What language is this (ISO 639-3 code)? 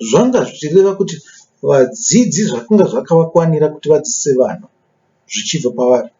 sna